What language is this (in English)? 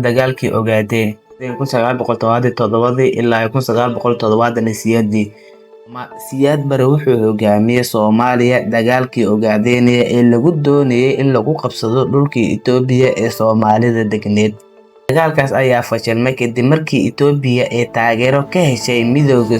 Somali